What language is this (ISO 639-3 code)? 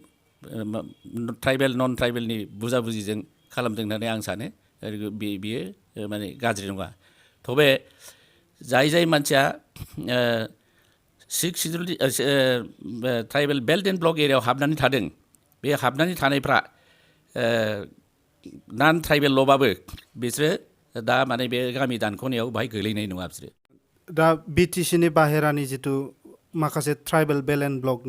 brx